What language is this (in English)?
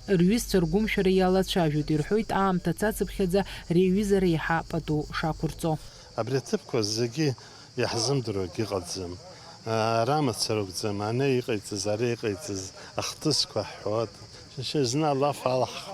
Abkhazian